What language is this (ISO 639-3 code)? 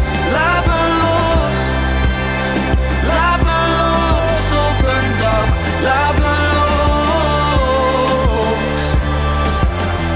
nld